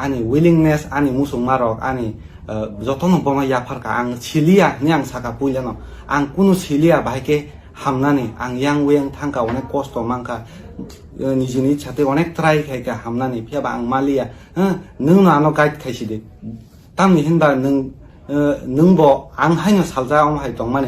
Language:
Kok Borok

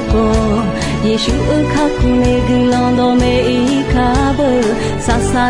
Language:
Akha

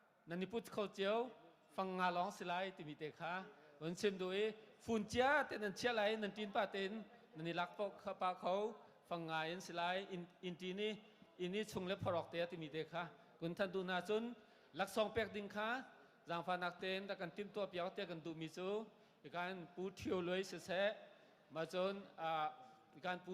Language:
Hakha Chin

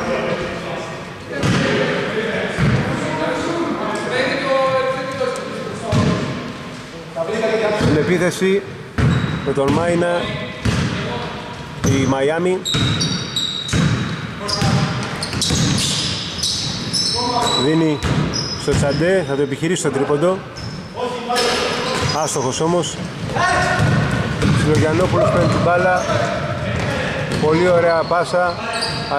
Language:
Greek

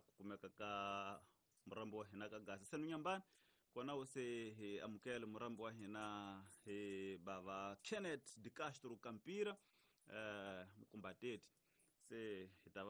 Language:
Tsonga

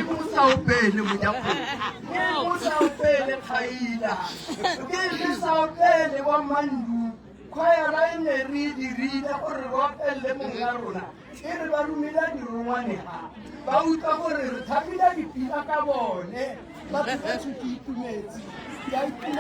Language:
Tswana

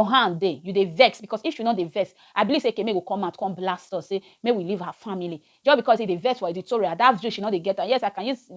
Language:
Nigerian Pidgin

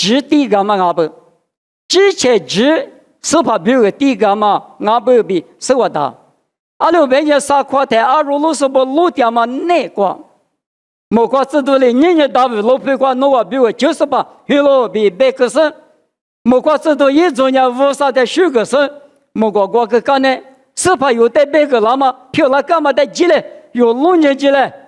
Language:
Lisu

